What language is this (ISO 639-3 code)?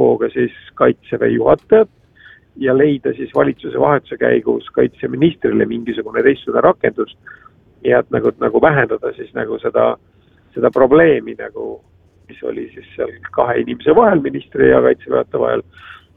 est